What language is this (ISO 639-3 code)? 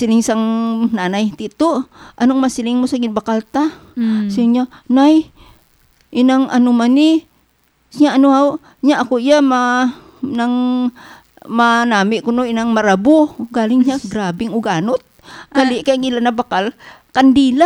hil